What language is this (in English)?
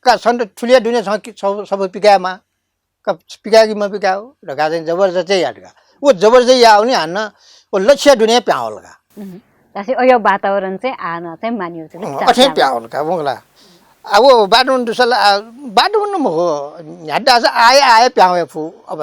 Newari